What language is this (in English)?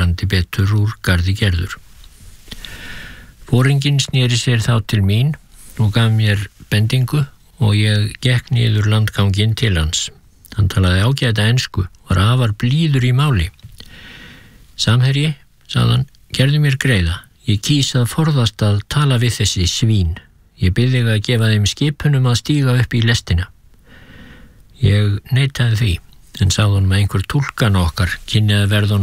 Icelandic